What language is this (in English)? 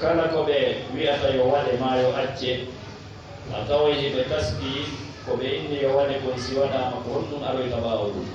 Fula